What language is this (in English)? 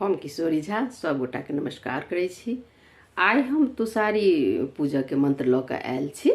Maithili